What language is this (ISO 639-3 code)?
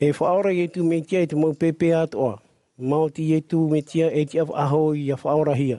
tah